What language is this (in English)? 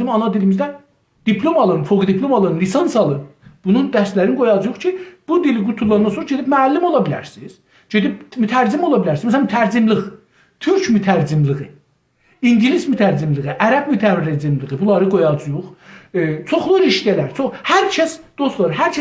South Azerbaijani